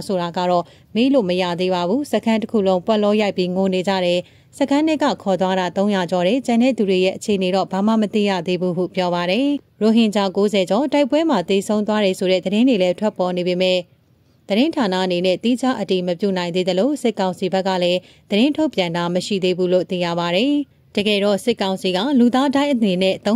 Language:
Burmese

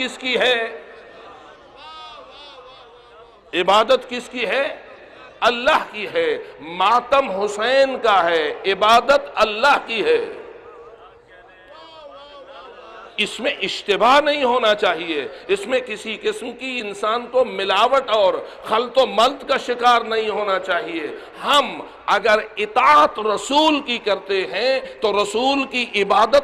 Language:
Urdu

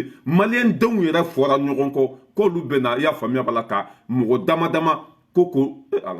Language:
Bambara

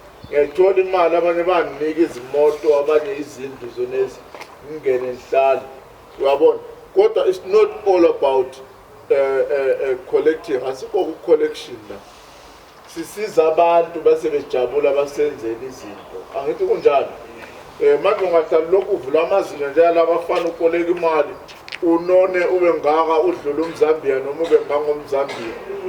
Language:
Zulu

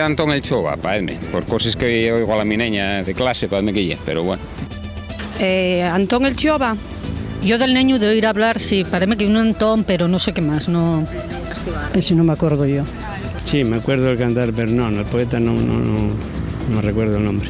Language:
Asturian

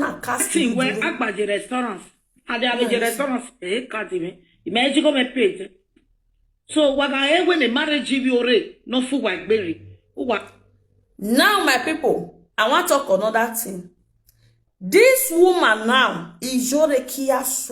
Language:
Nigerian Pidgin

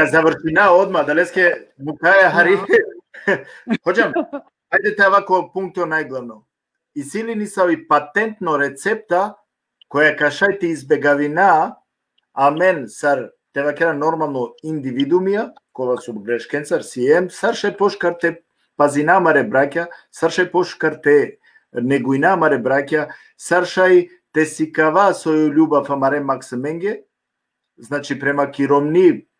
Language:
Balkan Romani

